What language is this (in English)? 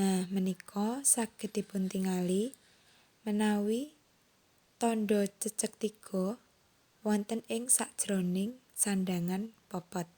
Javanese